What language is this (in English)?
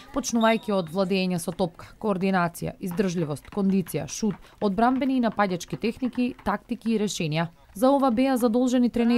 Macedonian